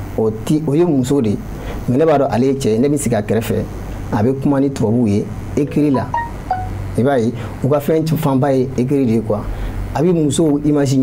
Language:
Bambara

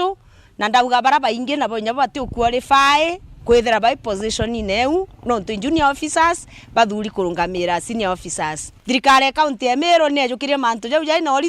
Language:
Meru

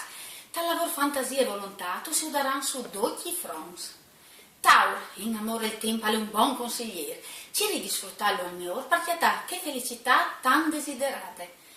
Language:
Friulian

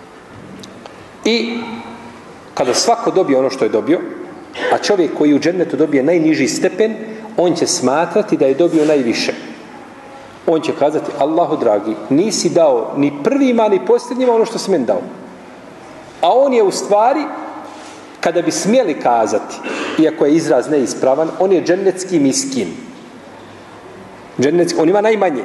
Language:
Bosnian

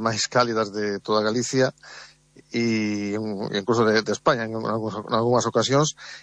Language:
Galician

